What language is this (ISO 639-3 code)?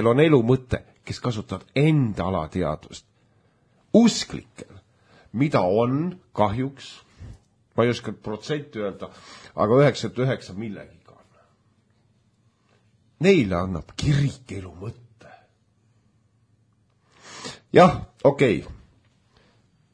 est